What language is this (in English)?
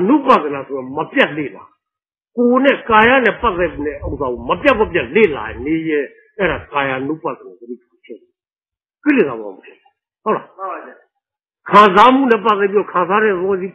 Burmese